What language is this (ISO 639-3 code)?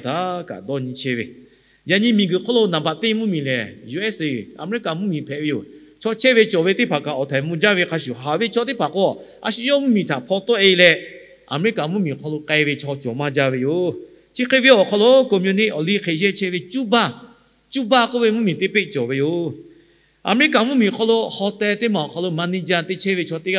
lhu